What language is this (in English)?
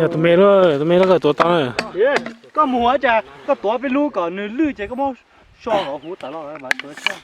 Hmong